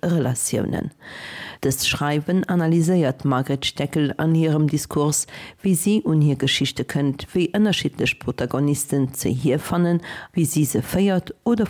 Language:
Luxembourgish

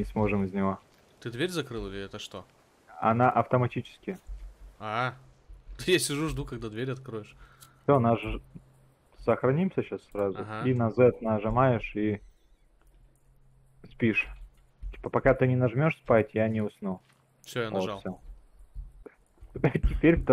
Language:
Russian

